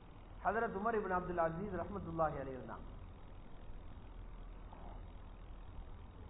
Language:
Tamil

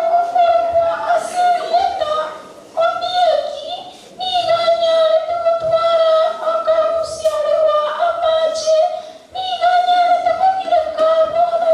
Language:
Gusii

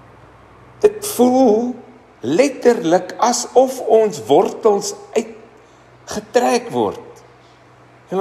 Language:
Afrikaans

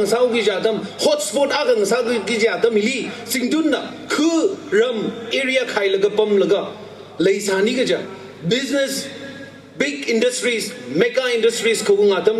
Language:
Tangkhul Naga (India)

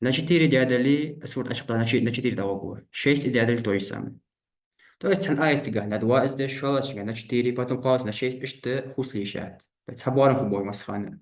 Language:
Ingush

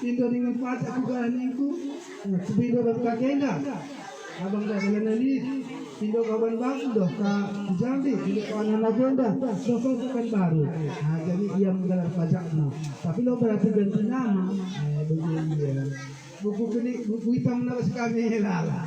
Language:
Batak Karo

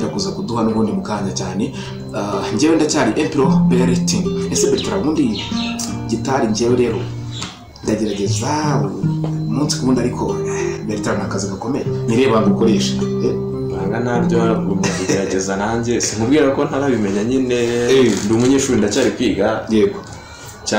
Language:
Kinyarwanda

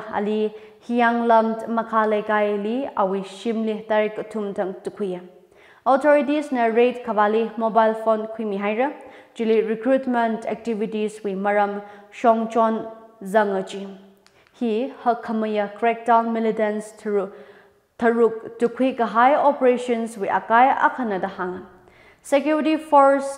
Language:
Tangkhul Naga (India)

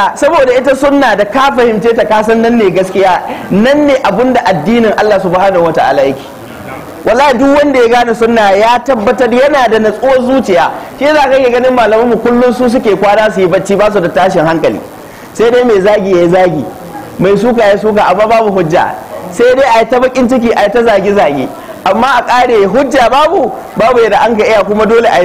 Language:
Hausa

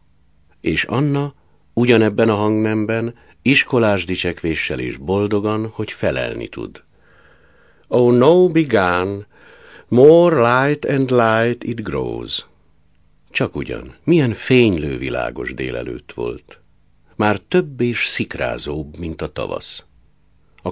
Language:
Hungarian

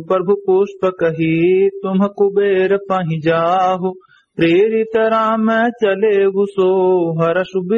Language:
Awadhi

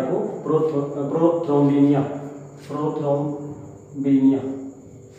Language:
Hindi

